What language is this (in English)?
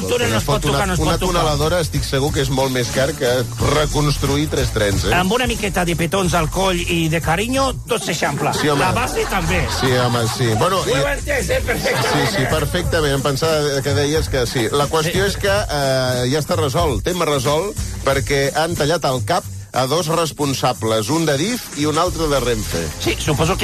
Catalan